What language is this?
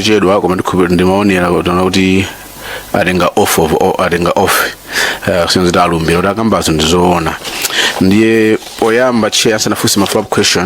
Nyanja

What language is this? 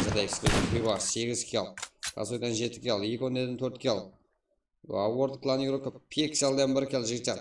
Kara-Kalpak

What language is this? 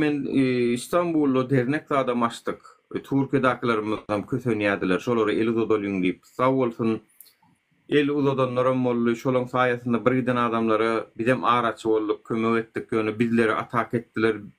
Turkmen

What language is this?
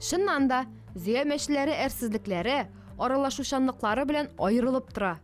Tatar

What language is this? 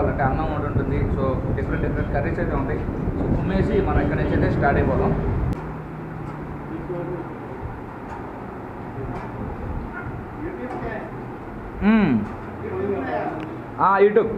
Telugu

